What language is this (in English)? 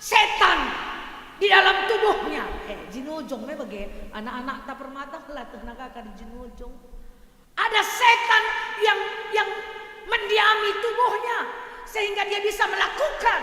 Batak Karo